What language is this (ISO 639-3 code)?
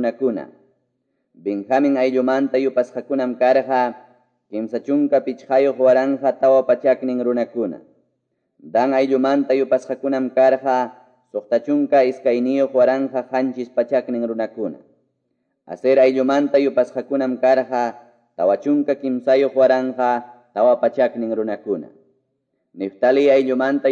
que